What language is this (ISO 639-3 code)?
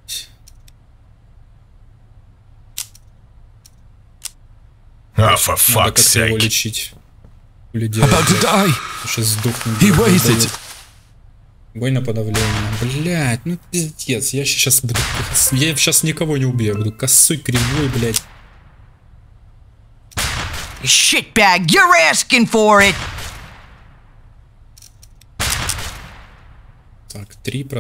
rus